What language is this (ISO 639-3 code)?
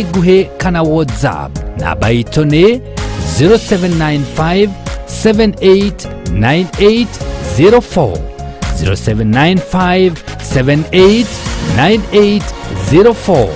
kik